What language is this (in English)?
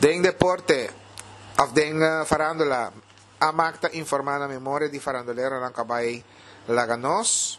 Papiamento